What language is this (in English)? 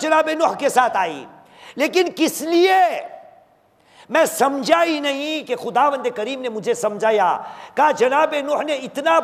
Urdu